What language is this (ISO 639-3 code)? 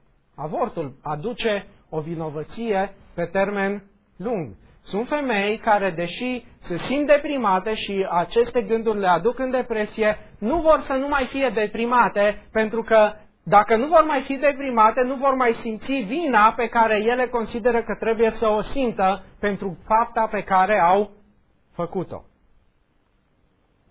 ron